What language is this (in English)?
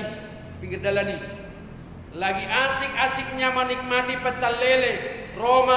Batak Toba